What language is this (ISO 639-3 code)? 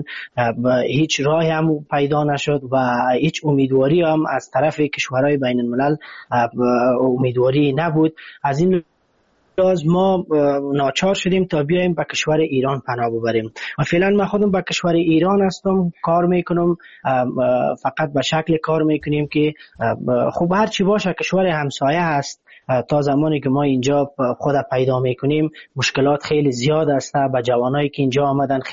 fas